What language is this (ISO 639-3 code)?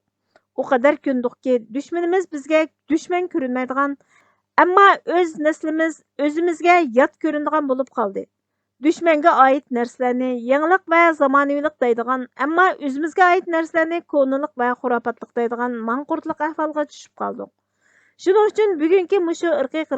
uig